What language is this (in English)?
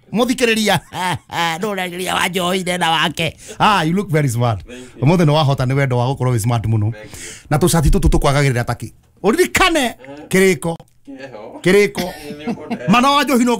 Kikuyu